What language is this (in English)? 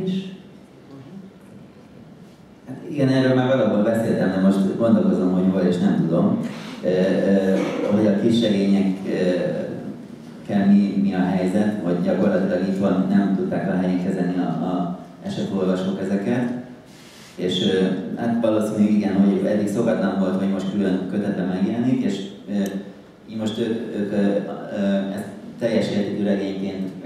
Hungarian